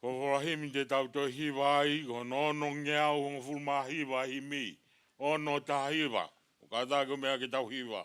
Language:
Tongan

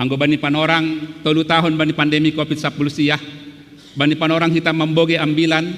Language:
Batak Simalungun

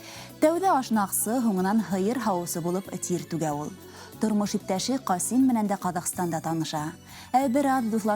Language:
Bashkir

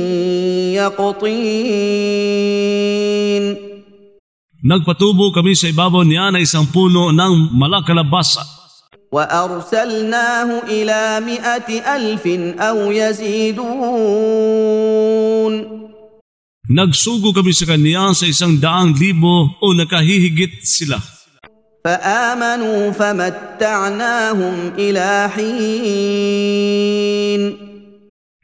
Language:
Filipino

